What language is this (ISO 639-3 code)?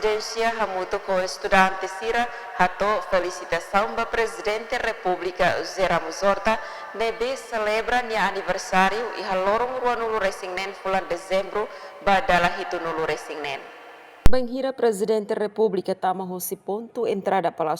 tet